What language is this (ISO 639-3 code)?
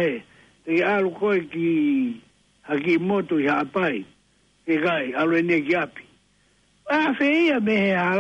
ton